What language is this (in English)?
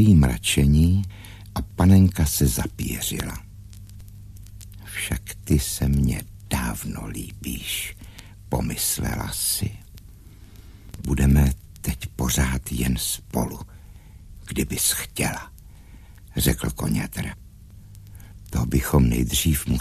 Czech